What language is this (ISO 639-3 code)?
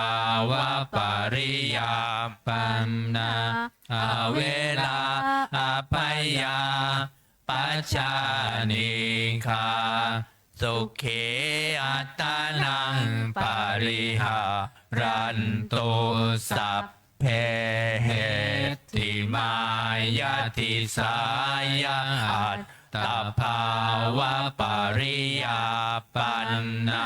pli